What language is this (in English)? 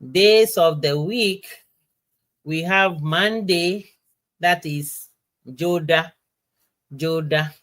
Ewe